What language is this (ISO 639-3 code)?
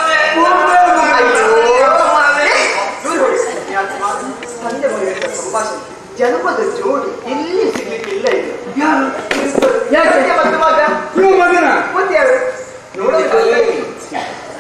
kan